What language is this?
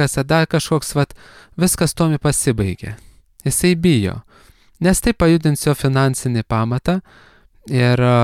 Lithuanian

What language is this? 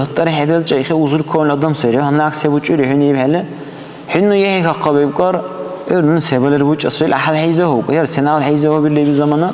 Dargwa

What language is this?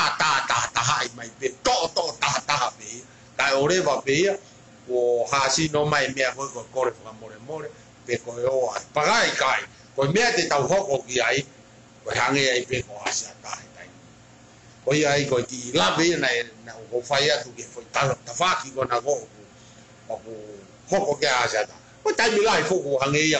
Tongan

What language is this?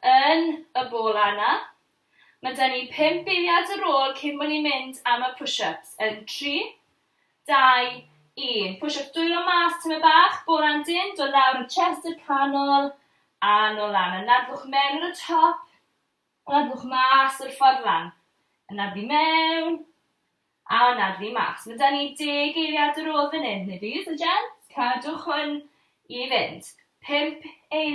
Welsh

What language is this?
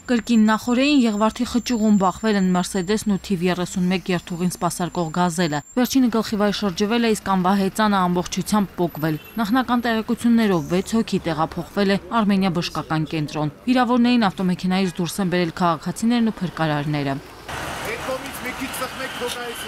Armenian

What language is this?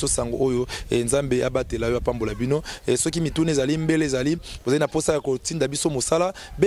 Lingala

